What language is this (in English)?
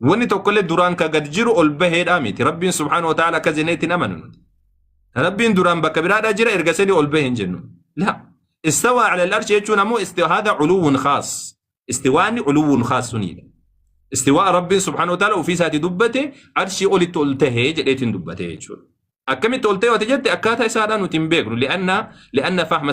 Oromo